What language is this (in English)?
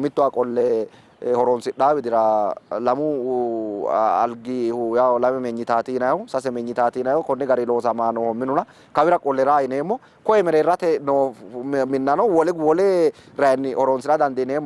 Sidamo